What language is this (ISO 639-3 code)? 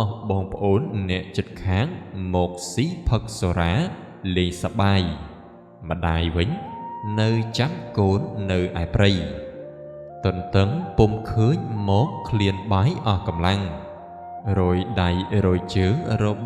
khm